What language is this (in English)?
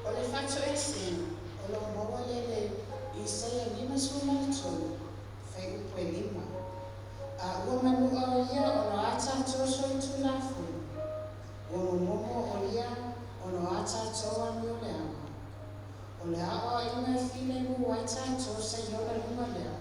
Samoan